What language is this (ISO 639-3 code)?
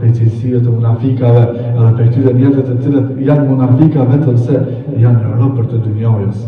sqi